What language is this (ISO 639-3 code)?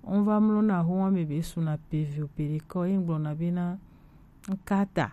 gej